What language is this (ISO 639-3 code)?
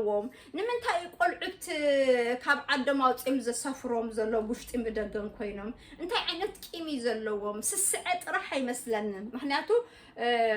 tir